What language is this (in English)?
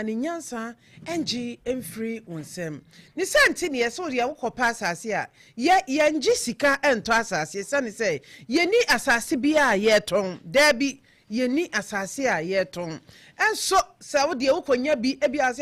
Akan